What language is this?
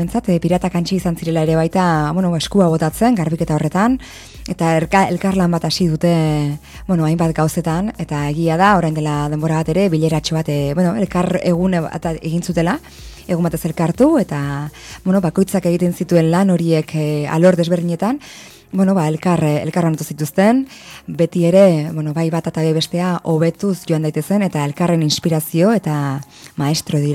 Basque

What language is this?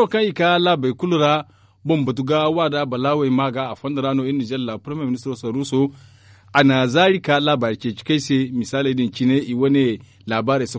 Zarma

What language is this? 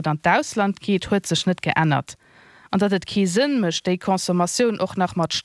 Luxembourgish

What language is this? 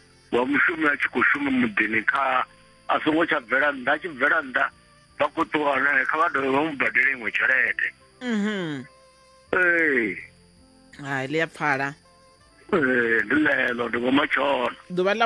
Venda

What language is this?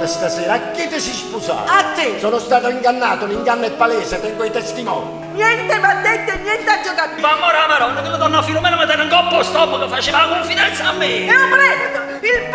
Neapolitan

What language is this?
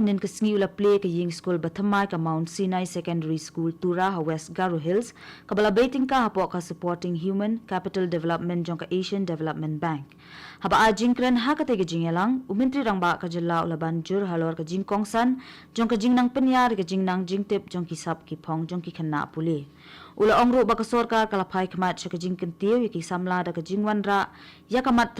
Khasi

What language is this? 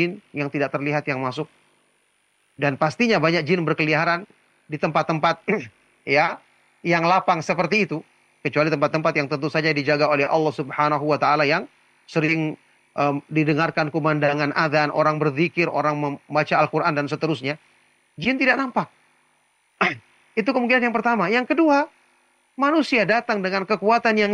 Indonesian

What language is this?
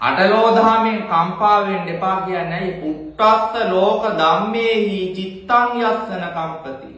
Sinhala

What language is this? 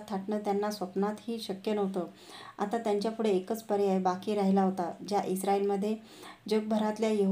Marathi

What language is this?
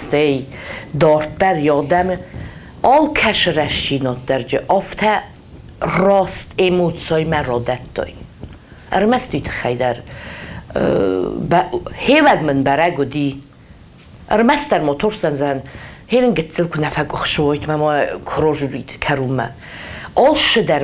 Ossetic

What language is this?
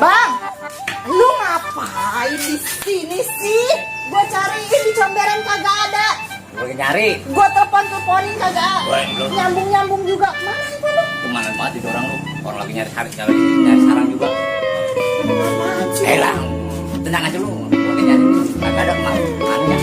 Betawi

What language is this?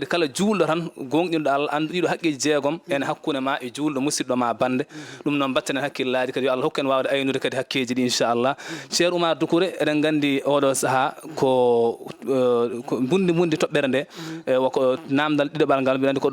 Fula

